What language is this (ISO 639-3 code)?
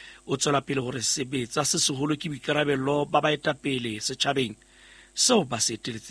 sot